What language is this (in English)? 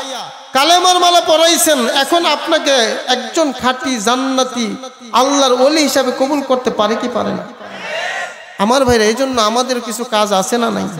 Bangla